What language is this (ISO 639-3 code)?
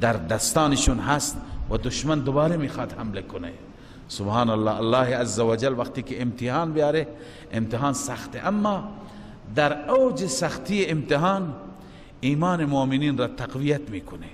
fas